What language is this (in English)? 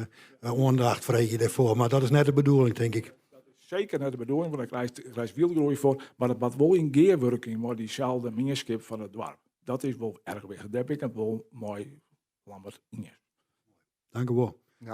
Western Frisian